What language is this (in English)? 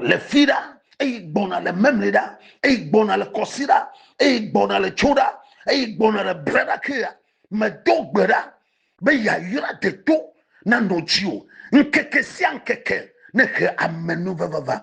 Ewe